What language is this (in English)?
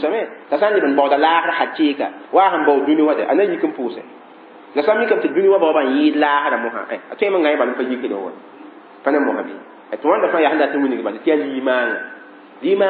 Mossi